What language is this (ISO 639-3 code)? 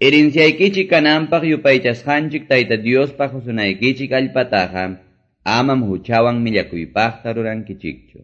que